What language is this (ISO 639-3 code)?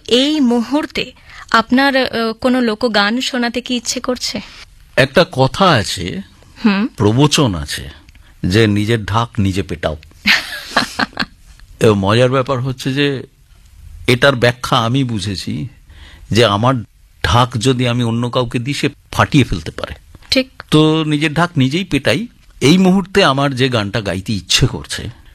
ben